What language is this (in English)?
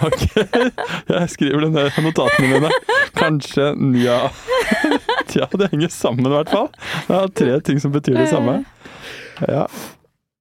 Norwegian